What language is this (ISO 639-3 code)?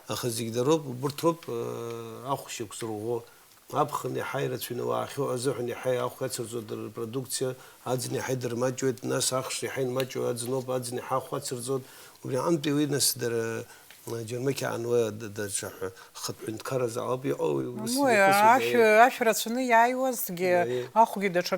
abk